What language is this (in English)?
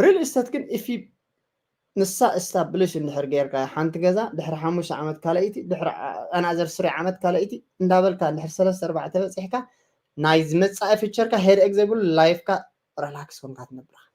Tigrinya